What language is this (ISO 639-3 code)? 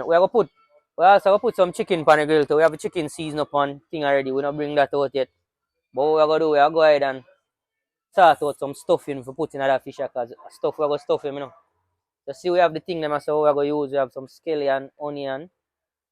jam